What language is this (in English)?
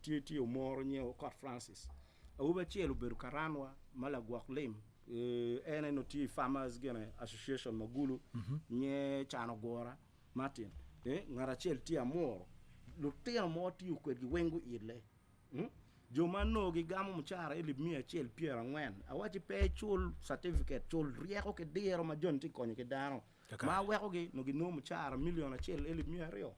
Acoli